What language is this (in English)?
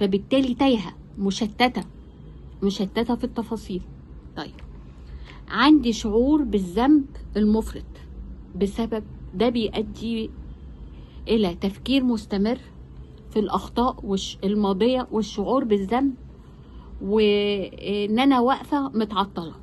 Egyptian Arabic